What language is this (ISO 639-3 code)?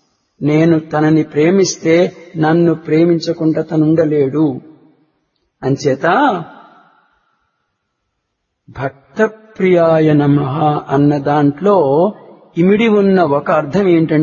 tel